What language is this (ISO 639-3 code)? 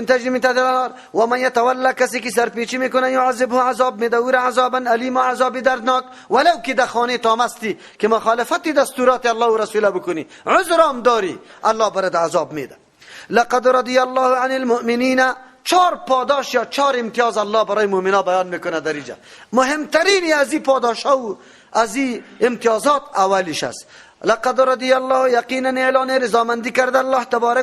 fas